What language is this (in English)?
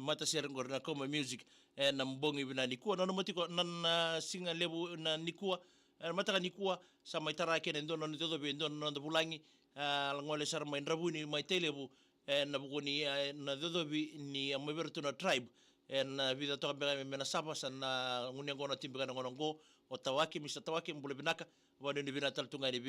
Fijian